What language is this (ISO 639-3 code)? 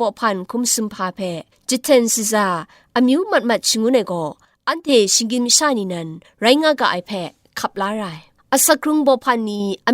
kac